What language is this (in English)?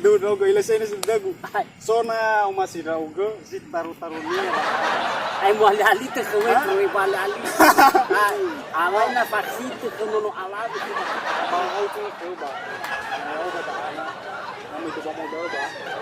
Nias